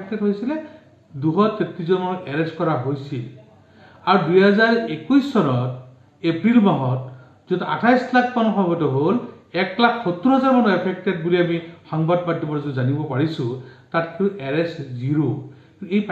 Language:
Assamese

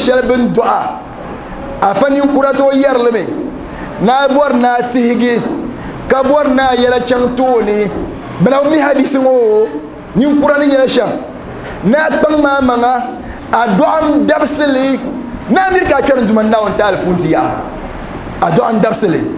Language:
Dagbani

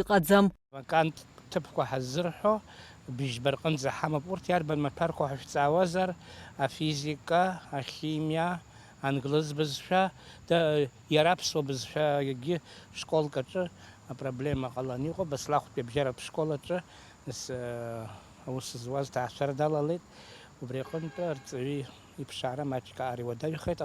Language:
Abkhazian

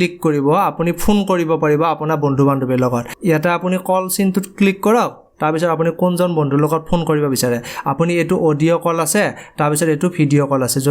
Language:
Assamese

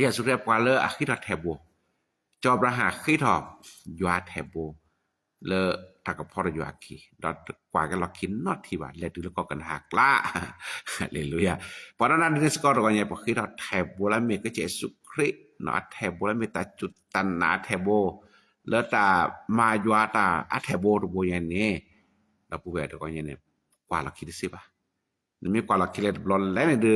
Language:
S'gaw Karen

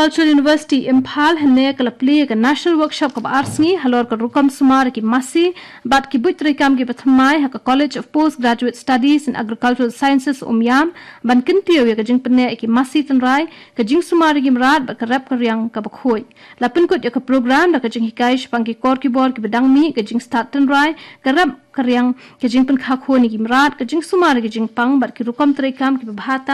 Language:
Khasi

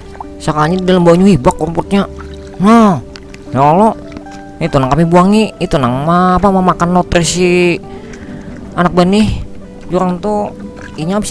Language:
Banjar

